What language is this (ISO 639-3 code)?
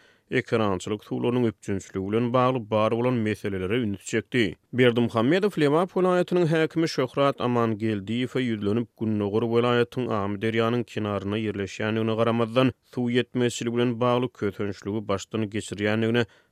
tuk